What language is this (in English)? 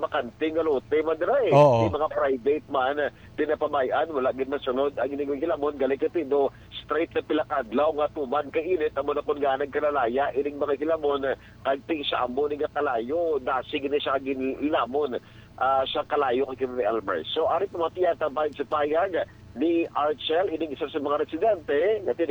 Hiligaynon